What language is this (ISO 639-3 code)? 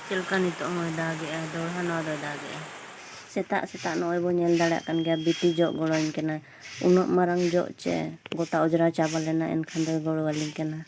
sat